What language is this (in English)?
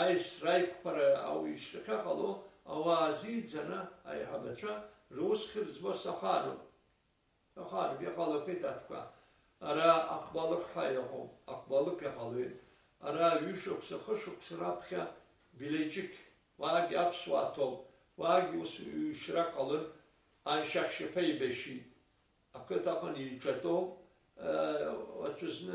Abkhazian